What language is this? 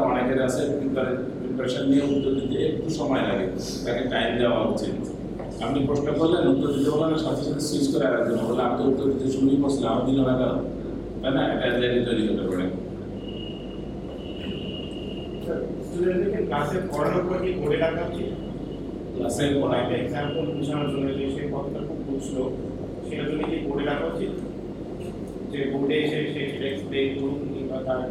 Bangla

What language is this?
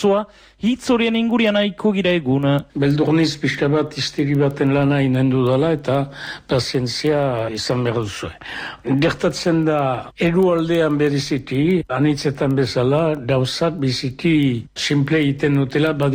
Basque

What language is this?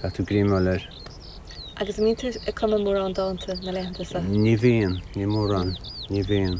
Irish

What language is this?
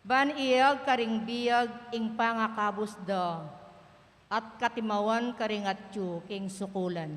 Pampanga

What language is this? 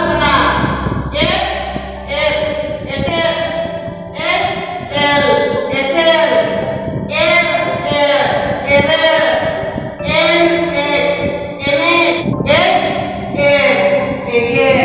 Santali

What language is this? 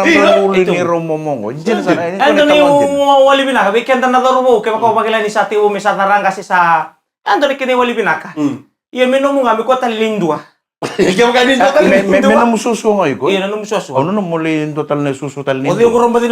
Fijian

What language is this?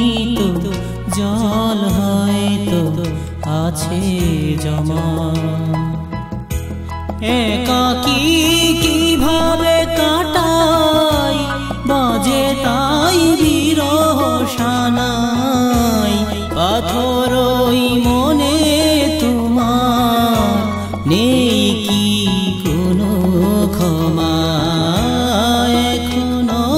Bangla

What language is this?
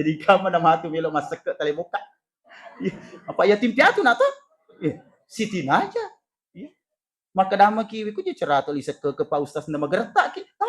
Buginese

